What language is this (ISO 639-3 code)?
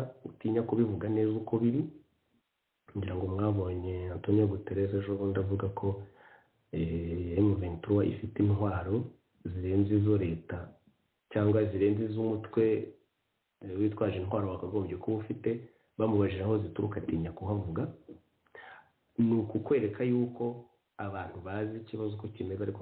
kin